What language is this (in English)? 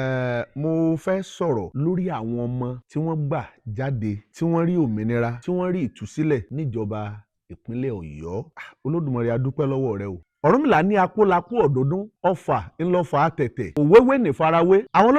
Yoruba